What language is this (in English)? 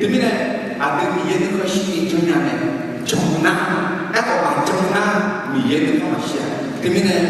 Akha